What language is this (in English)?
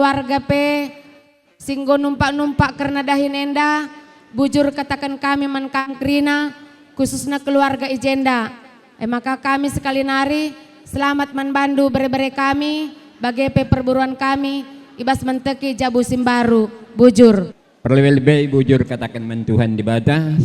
Batak Karo